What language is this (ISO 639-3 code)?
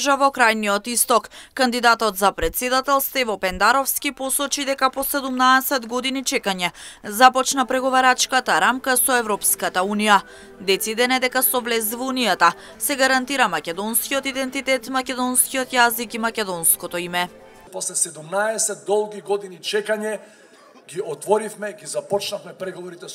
mkd